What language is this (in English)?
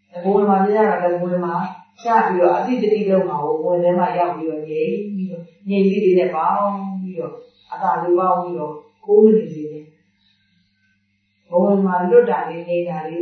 Burmese